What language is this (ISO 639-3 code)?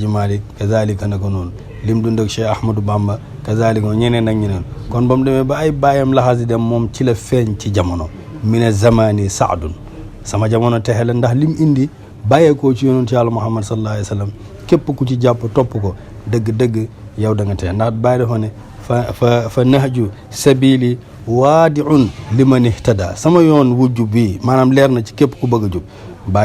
wol